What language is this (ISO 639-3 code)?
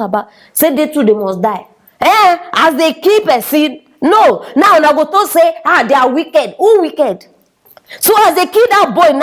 pcm